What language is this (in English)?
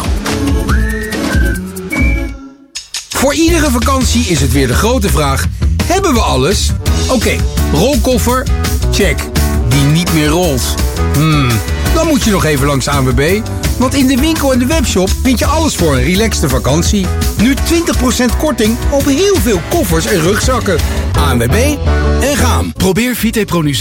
Dutch